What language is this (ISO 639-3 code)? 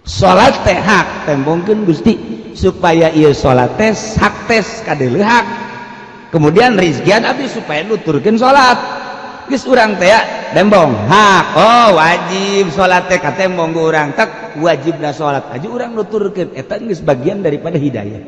sun